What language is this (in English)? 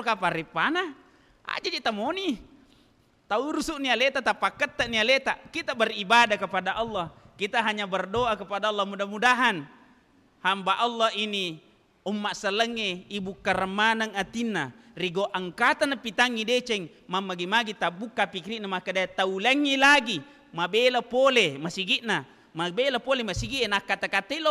Buginese